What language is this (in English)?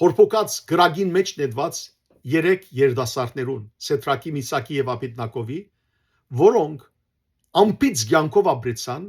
Western Armenian